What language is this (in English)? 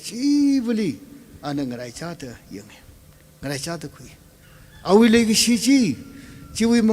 Tangkhul Naga (India)